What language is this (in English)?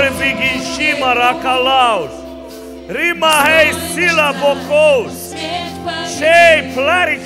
Russian